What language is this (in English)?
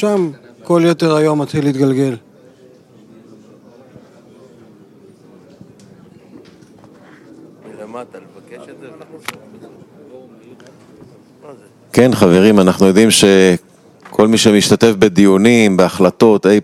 Hebrew